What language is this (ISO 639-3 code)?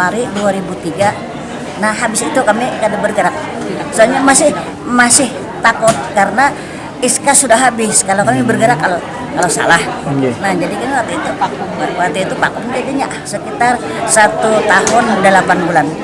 bjn